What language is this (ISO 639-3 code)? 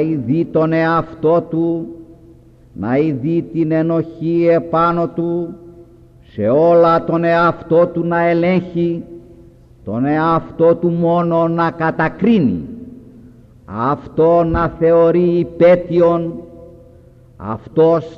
ell